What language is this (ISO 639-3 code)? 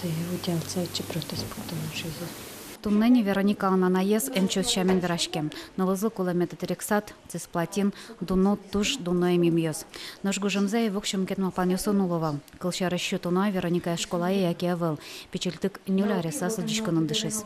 udm